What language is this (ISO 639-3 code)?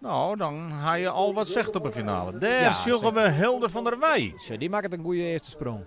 fry